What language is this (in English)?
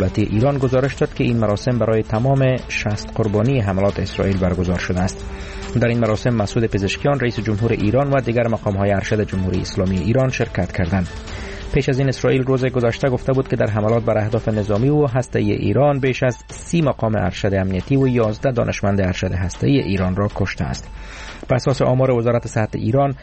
Persian